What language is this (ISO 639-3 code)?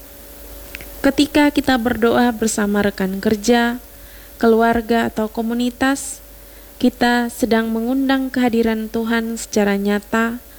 ind